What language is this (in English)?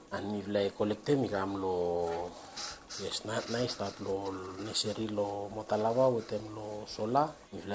Bislama